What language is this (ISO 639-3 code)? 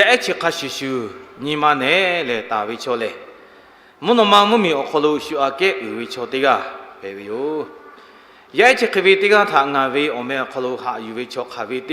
lhu